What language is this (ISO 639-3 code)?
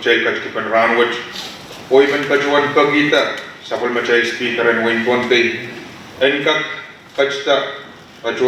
pon